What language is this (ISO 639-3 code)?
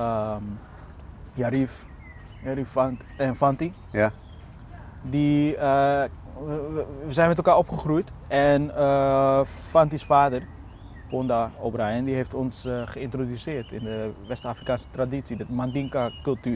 nld